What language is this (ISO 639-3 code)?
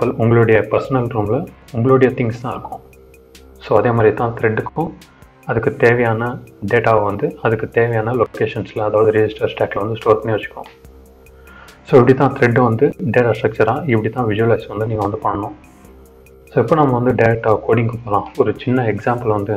tam